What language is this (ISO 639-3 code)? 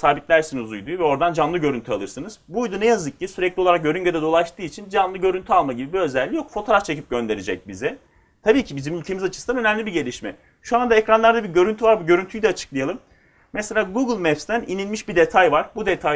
tur